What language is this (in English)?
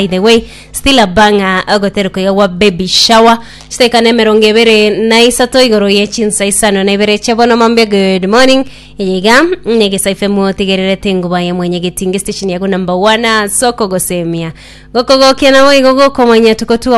Gusii